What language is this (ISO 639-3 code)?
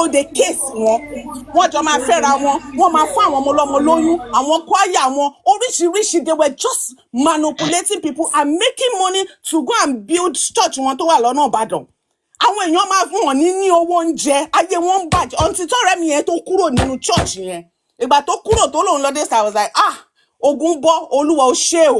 yor